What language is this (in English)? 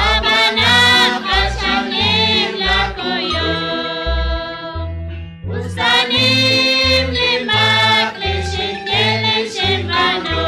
Kekchí